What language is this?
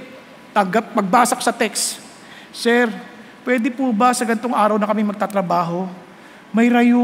Filipino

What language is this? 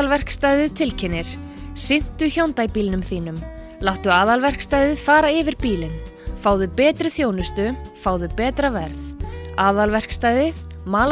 Icelandic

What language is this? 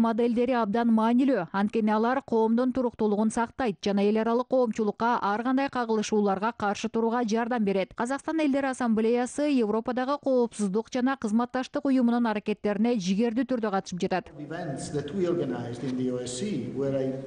Kyrgyz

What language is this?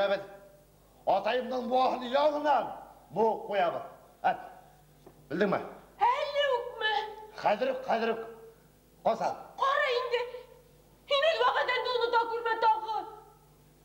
Bashkir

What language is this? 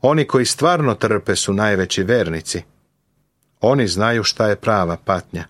Serbian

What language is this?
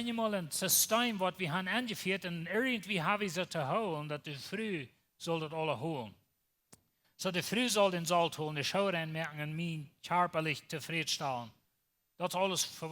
Plautdietsch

